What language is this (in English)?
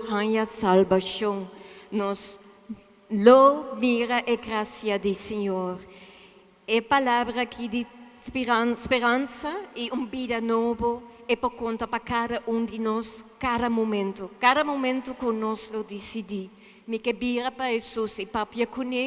Papiamento